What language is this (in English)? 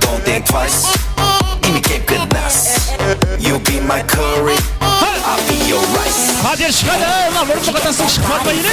Kara-Kalpak